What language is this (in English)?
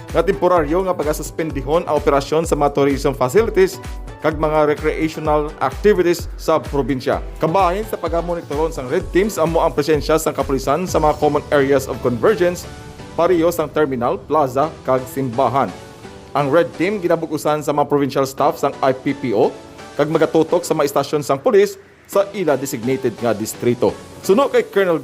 Hiligaynon